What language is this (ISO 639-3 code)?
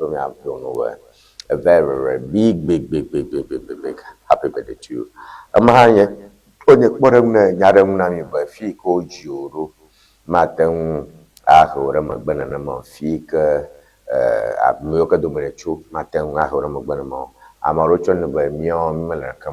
ewe